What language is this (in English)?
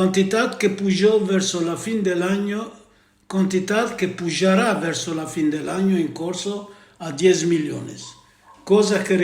Ladino